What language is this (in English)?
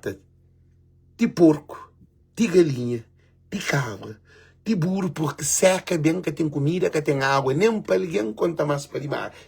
Kabuverdianu